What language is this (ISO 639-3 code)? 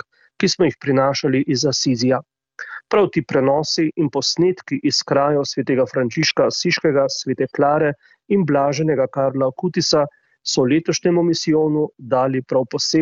slv